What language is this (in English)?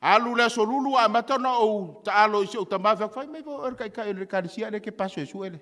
Samoan